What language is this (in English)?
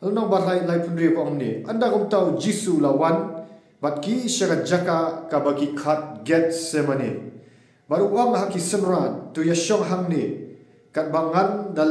Khasi